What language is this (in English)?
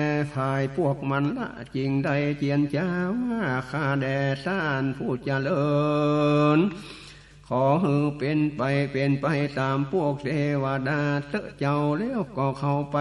Northern Thai